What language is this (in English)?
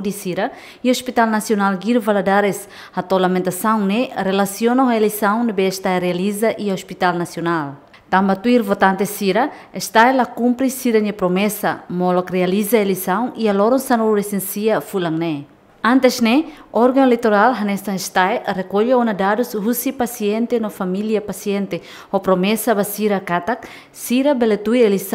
Tetum